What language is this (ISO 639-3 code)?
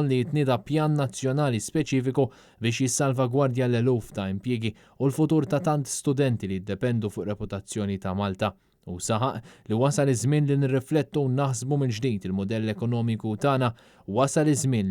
mlt